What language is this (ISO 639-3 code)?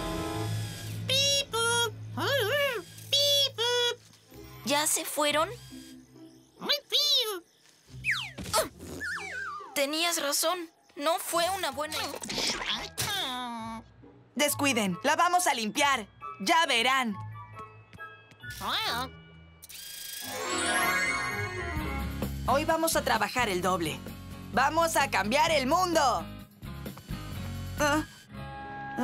spa